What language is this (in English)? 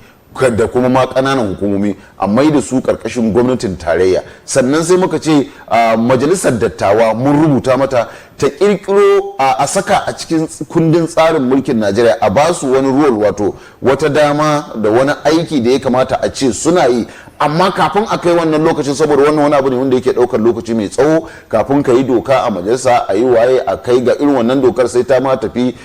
Hausa